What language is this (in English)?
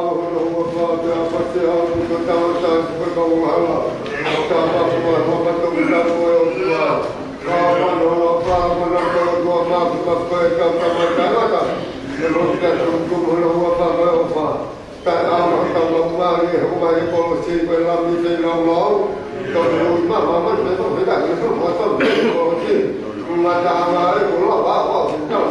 Tongan